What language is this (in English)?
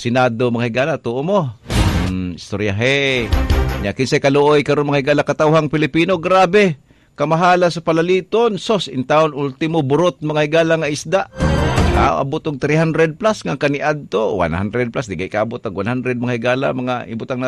Cebuano